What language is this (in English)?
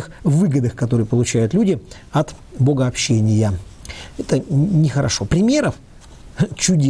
Russian